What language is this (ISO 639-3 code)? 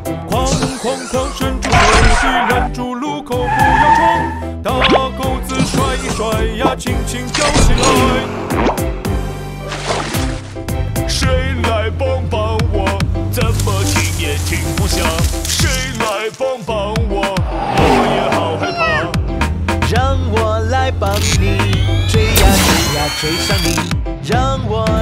zho